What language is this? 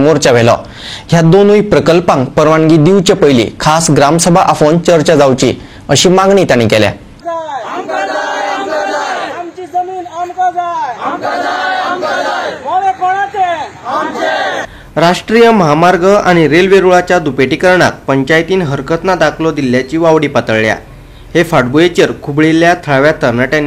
Konkani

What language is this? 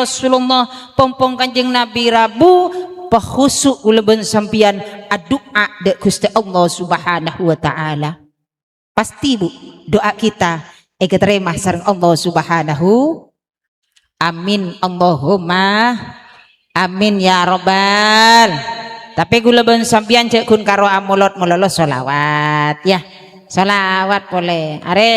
Madurese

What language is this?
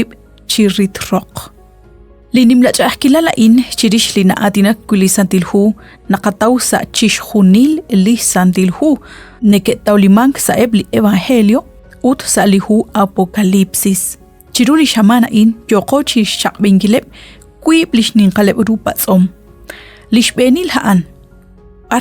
Kekchí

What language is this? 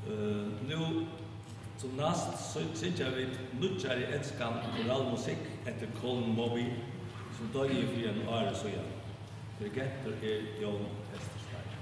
Faroese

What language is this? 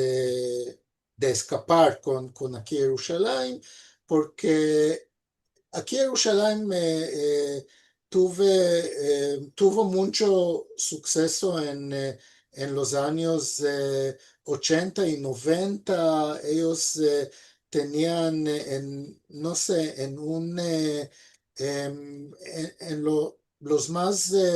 Ladino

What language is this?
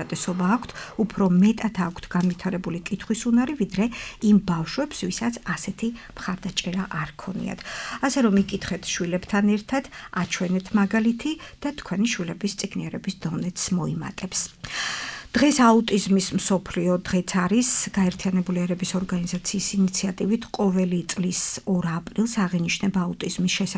Georgian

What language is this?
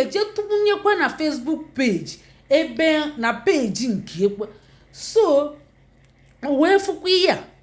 Igbo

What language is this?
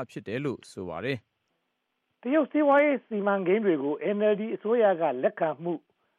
Burmese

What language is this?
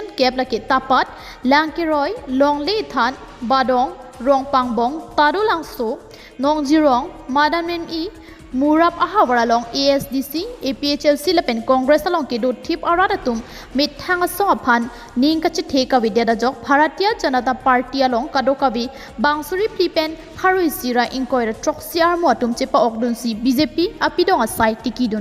Karbi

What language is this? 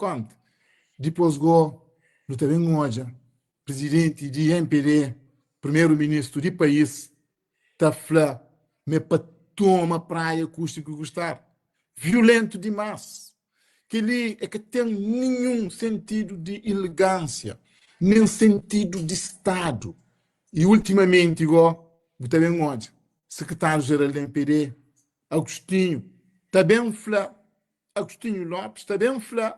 Kabuverdianu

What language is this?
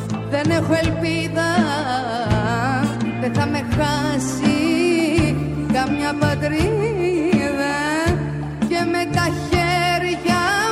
Greek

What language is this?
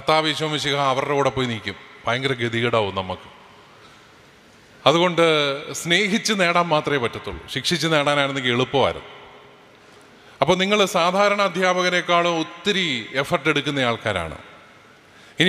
Malayalam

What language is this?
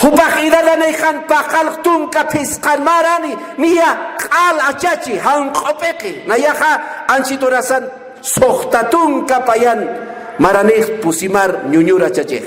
Aymara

